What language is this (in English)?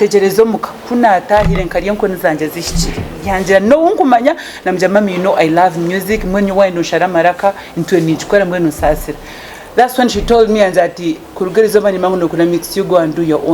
Nyankole